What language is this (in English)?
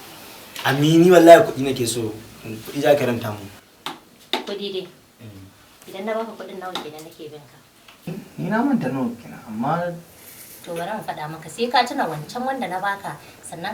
Hausa